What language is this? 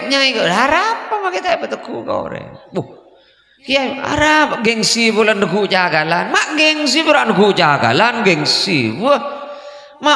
Madurese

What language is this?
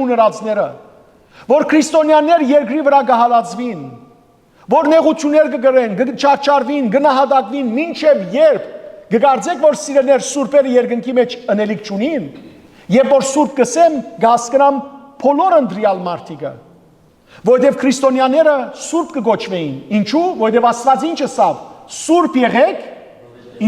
Western Armenian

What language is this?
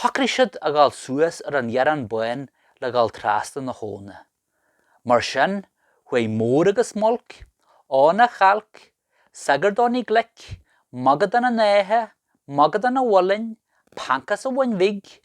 Irish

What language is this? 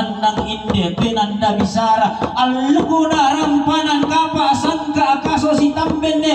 Toraja-Sa'dan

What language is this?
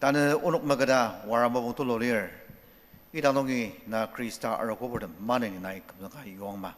Ao Naga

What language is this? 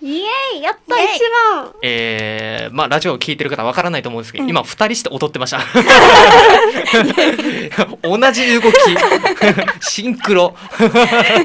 Japanese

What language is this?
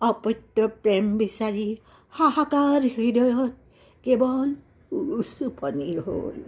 Assamese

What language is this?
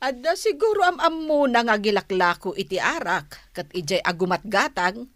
Iloko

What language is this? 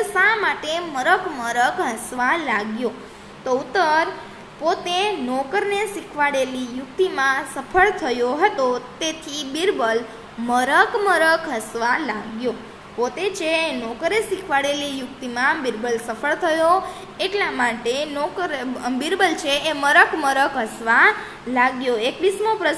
Gujarati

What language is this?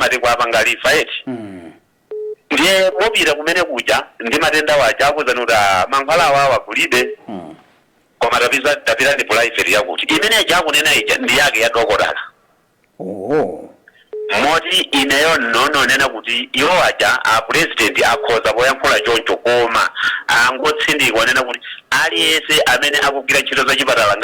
Nyanja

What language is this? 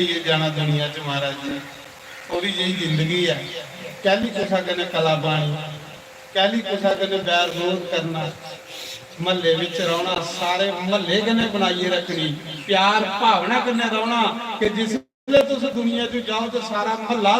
Dogri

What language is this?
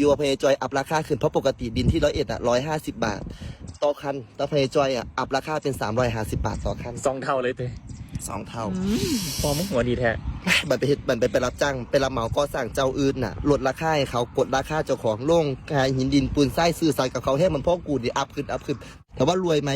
Northeastern Thai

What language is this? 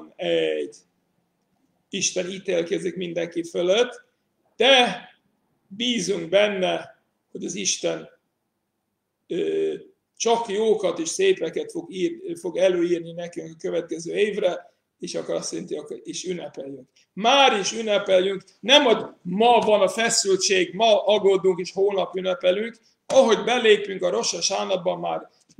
Hungarian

